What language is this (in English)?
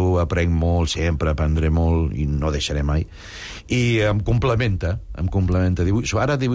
Catalan